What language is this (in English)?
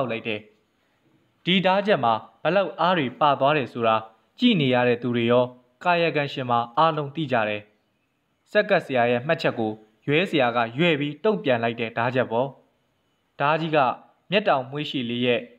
Burmese